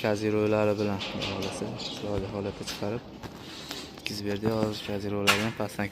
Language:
Uzbek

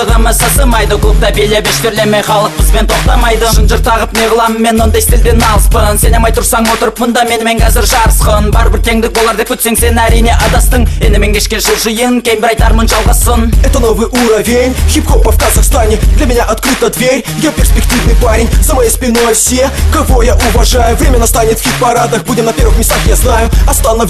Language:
Kazakh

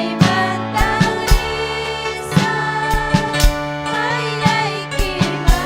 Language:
Ayacucho Quechua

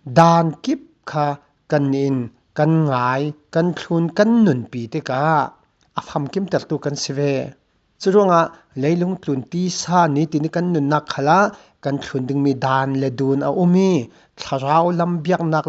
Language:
Falam Chin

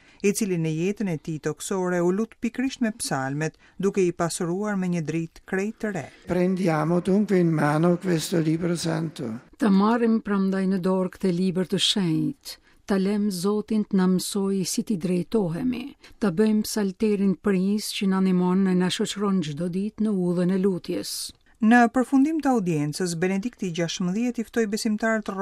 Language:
Albanian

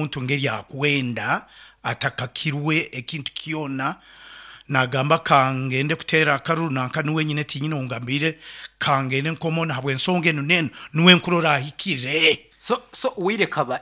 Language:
Nyankole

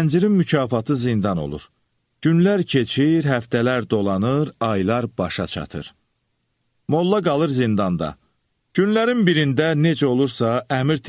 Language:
Azerbaijani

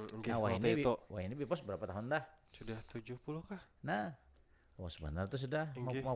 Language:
Banjar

